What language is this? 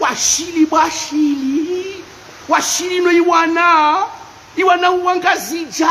Ngazidja Comorian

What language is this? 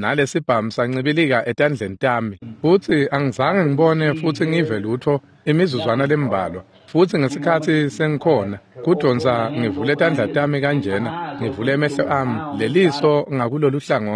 Swati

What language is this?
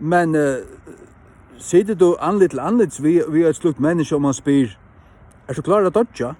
Faroese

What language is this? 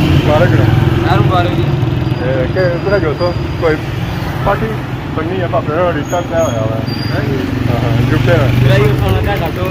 Pahari-Potwari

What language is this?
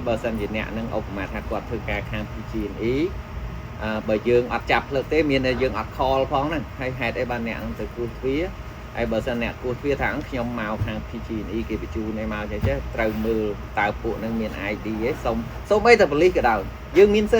Khmer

